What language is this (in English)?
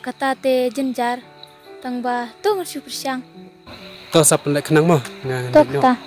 Khasi